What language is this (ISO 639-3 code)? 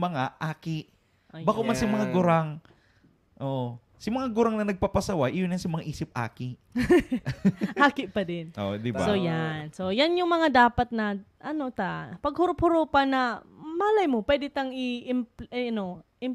bik